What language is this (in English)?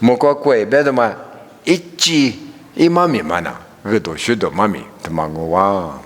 Lisu